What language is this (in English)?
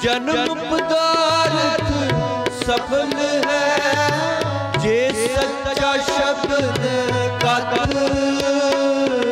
Punjabi